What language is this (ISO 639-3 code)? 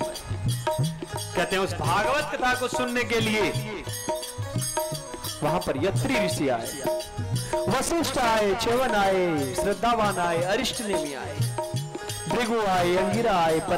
hin